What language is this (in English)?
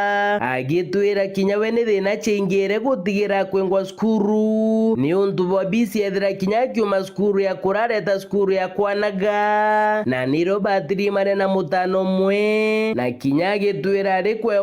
Meru